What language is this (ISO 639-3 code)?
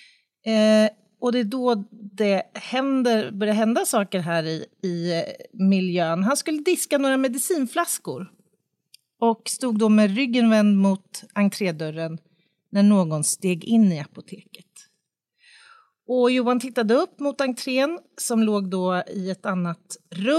swe